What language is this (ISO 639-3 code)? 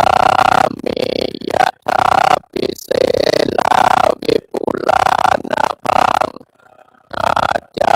pli